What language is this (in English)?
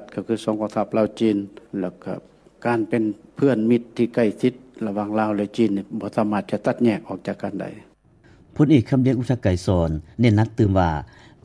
Lao